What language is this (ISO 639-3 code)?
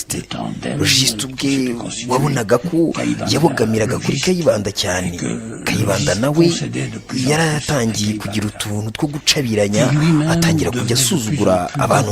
kin